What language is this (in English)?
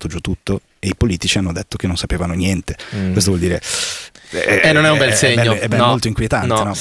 Italian